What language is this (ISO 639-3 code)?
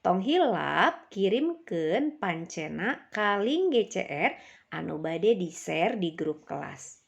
sun